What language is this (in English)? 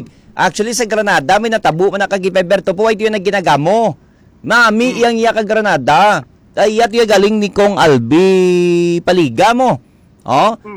Hiligaynon